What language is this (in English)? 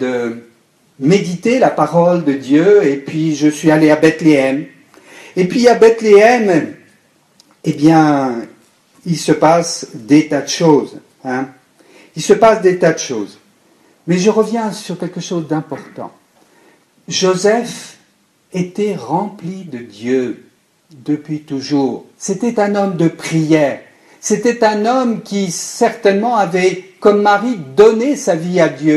French